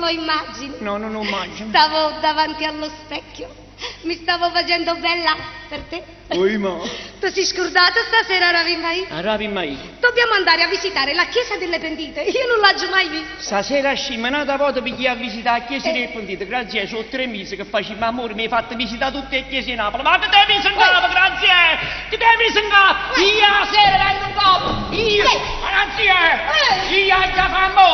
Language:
Neapolitan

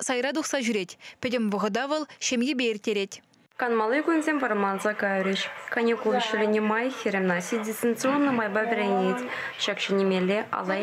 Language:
Chuvash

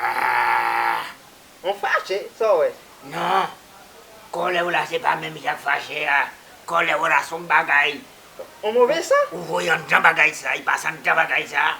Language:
Haitian Creole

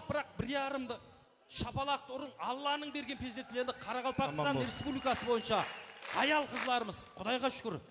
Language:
Kara-Kalpak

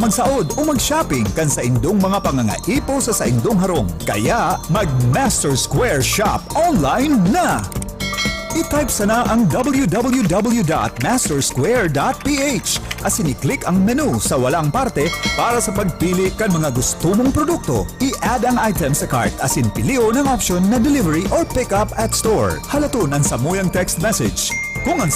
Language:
Bikol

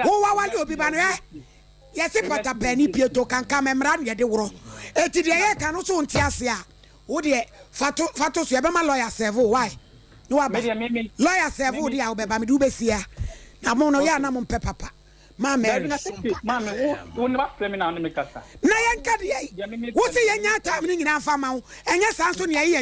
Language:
Akan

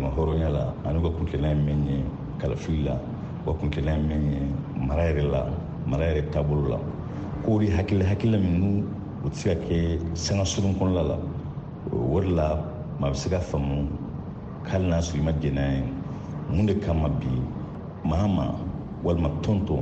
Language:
Bambara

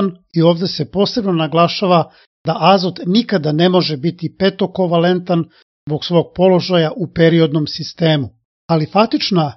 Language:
Serbian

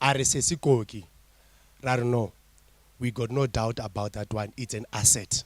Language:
Northern Sotho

